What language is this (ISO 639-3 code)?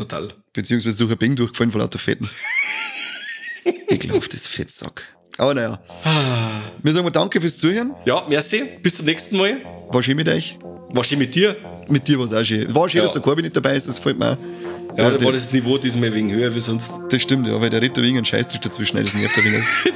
bar